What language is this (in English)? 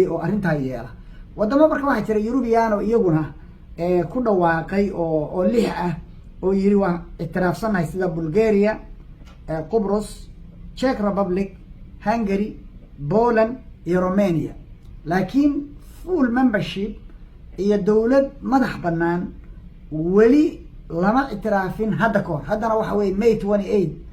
Somali